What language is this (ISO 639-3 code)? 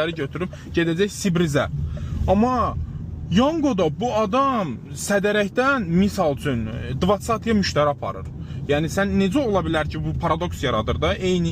aze